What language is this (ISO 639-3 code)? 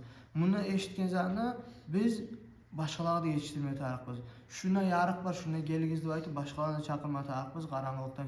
kum